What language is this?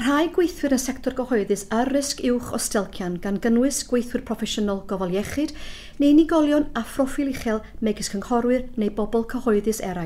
Welsh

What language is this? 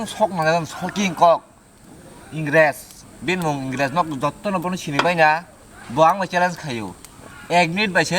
Kok Borok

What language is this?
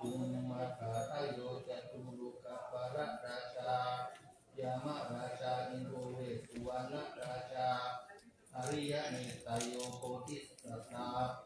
Pali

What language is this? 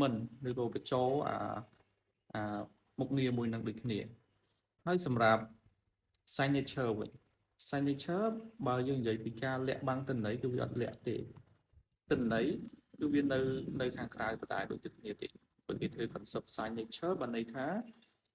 Khmer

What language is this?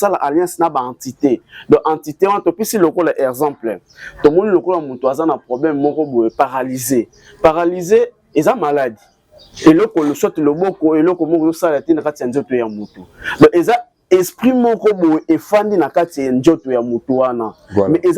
Lingala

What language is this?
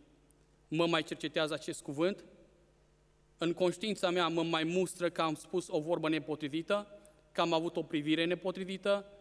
Romanian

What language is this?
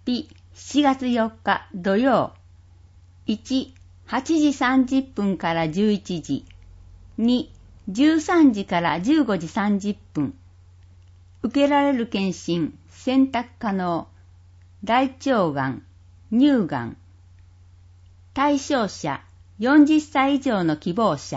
Japanese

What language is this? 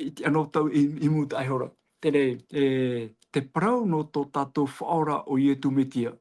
Tahitian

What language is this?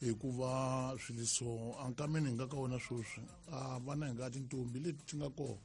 Tsonga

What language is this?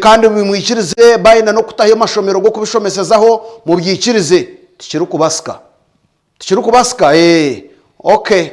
Nyankole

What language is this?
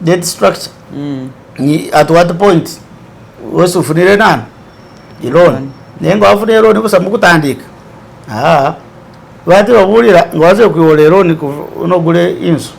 Masaaba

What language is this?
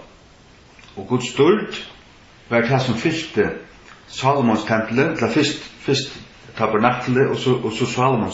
Faroese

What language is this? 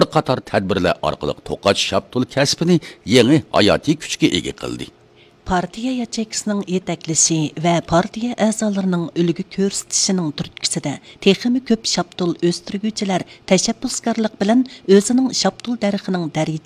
Uyghur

